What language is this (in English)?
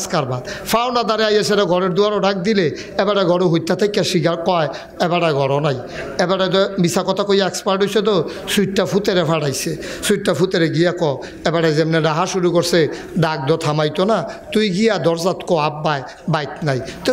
Bangla